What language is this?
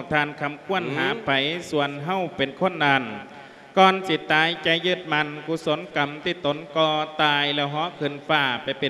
Lao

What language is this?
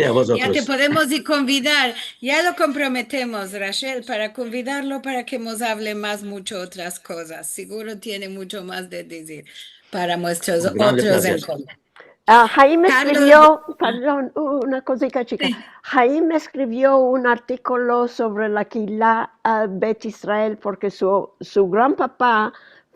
Ladino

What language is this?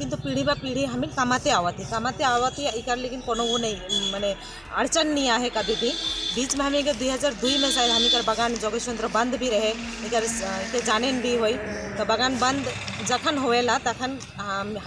Sadri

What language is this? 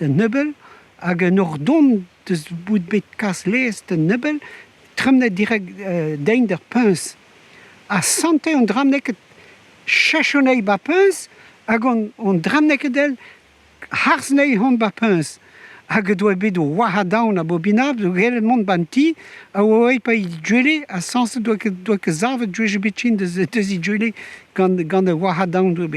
Breton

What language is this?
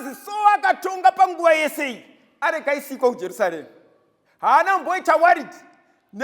Shona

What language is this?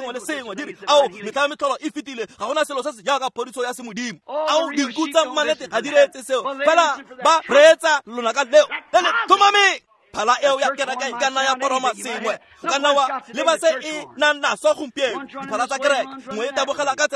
Tswana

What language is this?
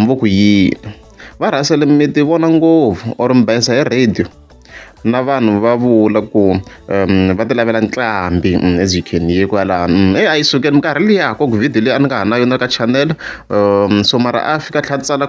Tsonga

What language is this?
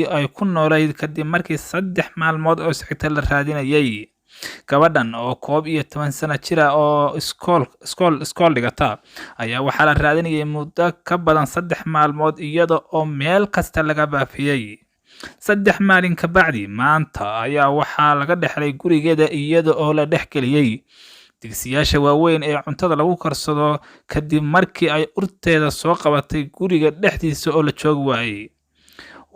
Somali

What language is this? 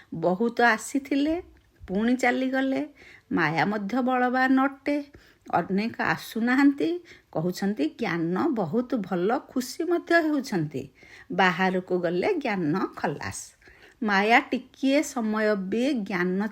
Odia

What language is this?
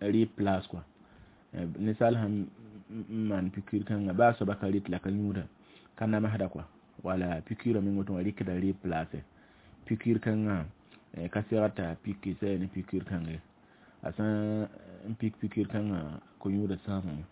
Mossi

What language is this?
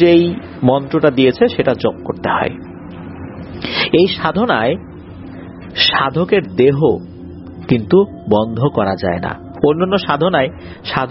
Bangla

